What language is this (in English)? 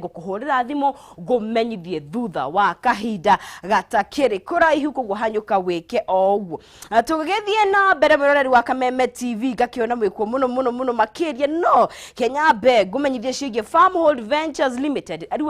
Kikuyu